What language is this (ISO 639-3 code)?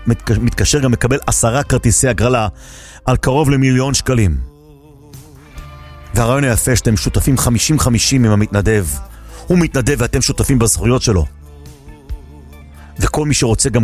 heb